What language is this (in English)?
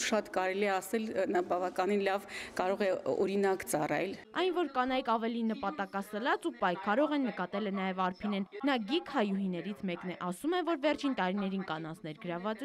Armenian